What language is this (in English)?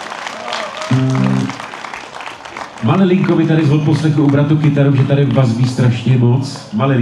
Czech